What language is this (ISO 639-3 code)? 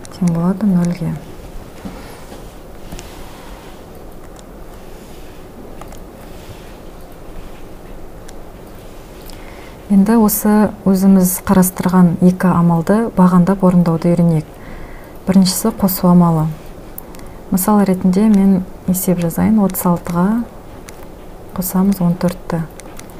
kaz